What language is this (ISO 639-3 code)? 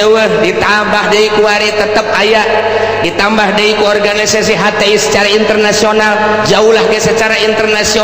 sun